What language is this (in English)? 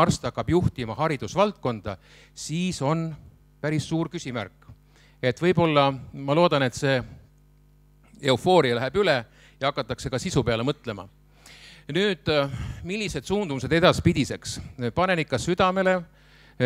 Estonian